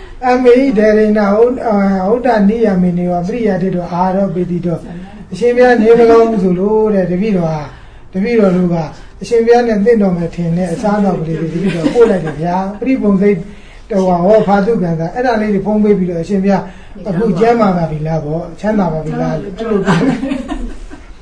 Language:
Burmese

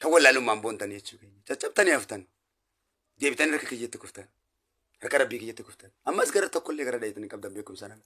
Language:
Oromo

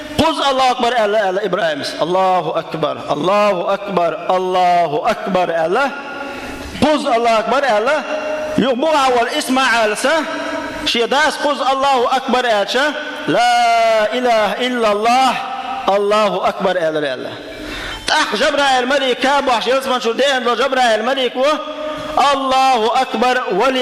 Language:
Chechen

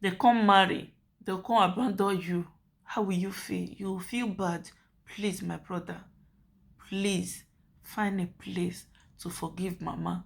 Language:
Nigerian Pidgin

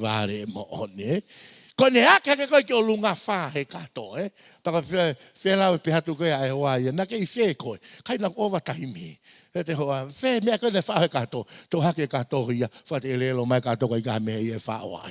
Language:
Tongan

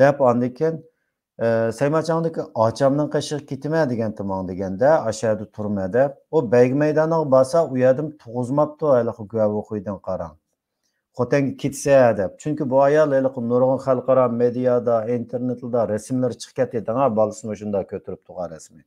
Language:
Uyghur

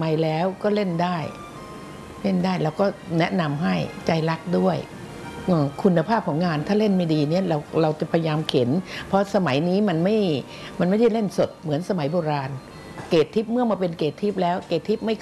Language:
Thai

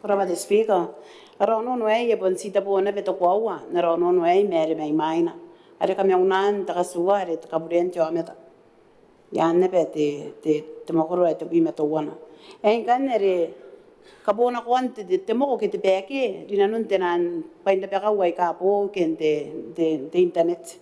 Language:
Gilbertese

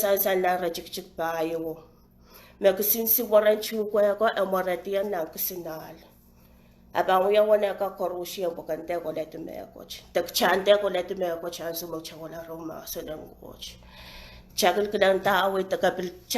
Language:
Pohnpeian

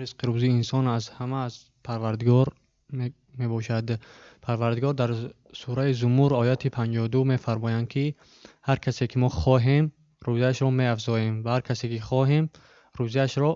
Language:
Tajik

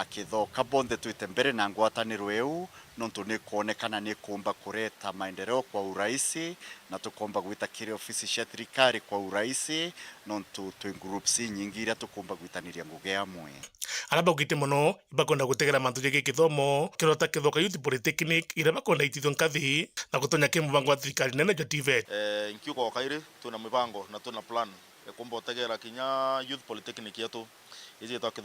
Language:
Meru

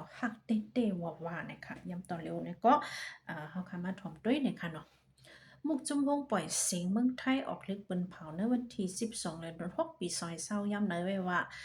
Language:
Shan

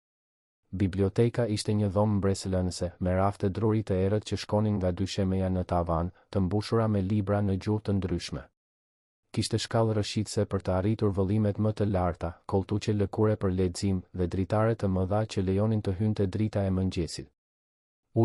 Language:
Albanian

